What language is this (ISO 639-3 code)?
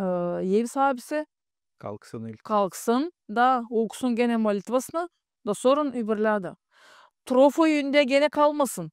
gag